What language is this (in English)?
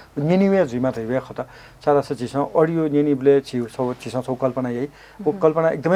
Newari